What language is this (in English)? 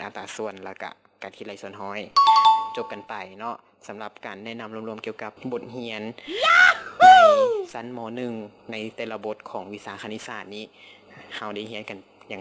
Lao